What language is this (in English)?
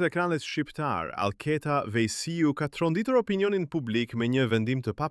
Albanian